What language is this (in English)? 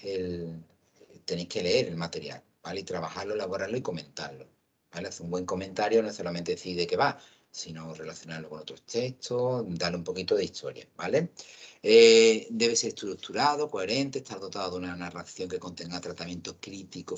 Spanish